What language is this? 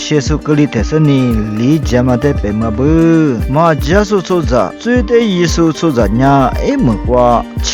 Lisu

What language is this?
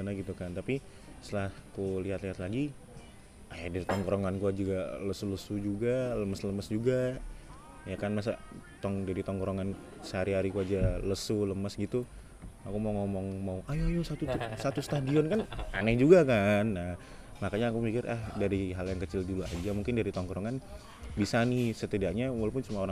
Indonesian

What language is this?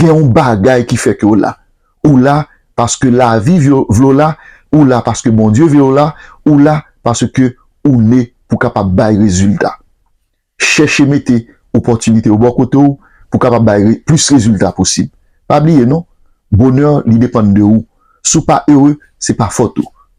Haitian Creole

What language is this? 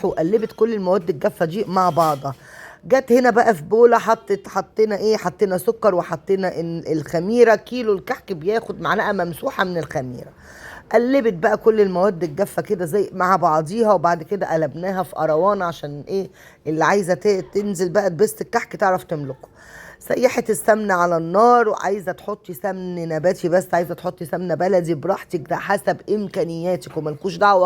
Egyptian Arabic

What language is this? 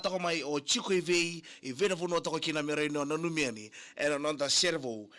Fijian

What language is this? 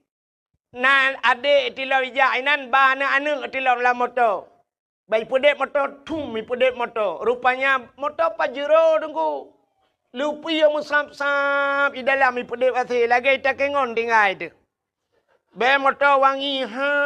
Achinese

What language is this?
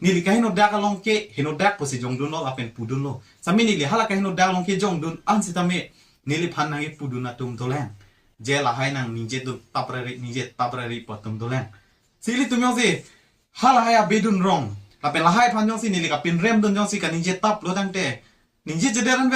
Karbi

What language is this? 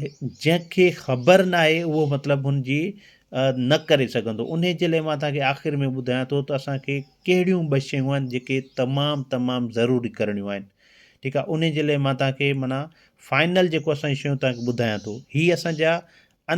Sindhi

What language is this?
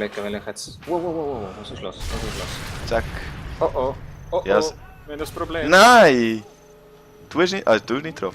Swiss German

